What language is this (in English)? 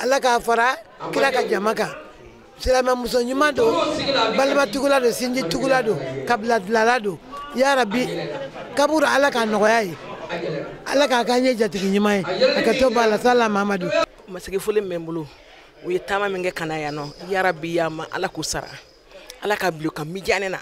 Bambara